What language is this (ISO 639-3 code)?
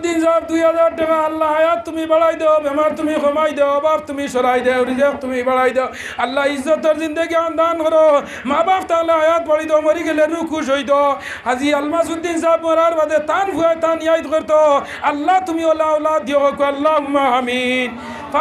syl